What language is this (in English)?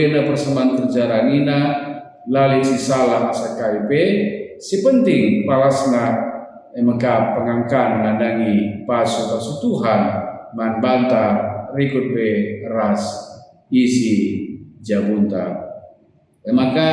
Batak Karo